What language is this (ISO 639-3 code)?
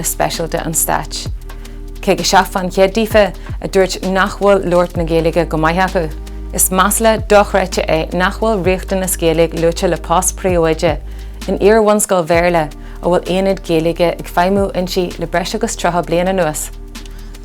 gle